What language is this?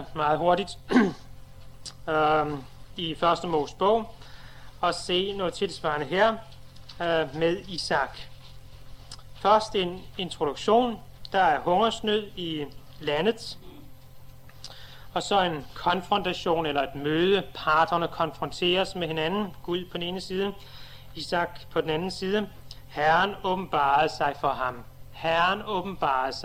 Danish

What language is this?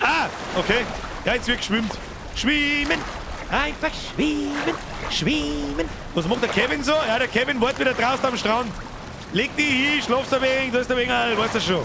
Bavarian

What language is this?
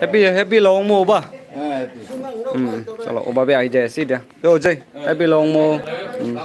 Naga Pidgin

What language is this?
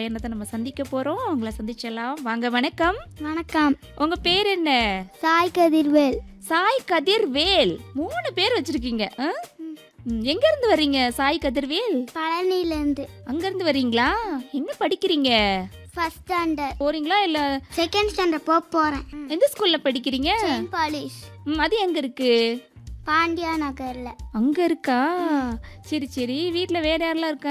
Tamil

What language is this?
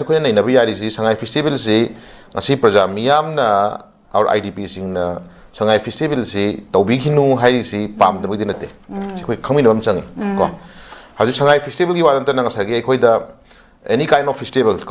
Manipuri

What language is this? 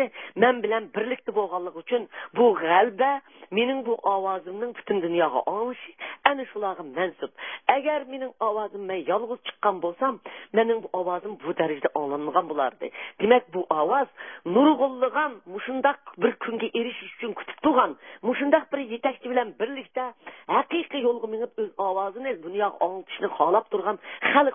Uyghur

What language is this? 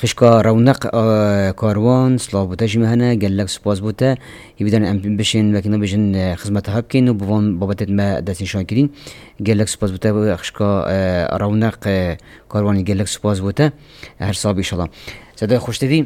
Kurdish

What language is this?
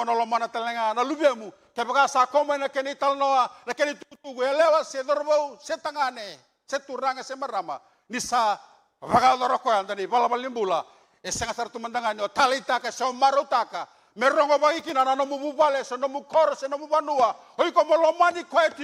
Fijian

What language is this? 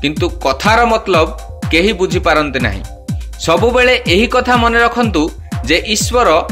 Odia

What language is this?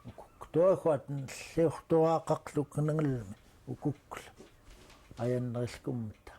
Central Yupik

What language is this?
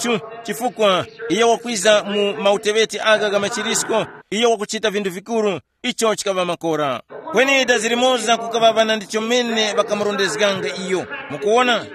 Tumbuka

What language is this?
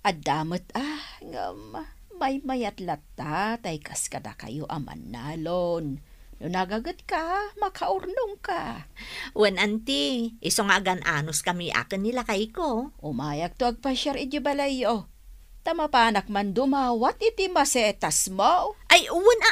Iloko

